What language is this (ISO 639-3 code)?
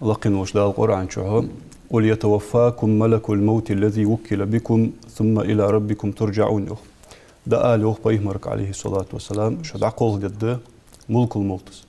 inh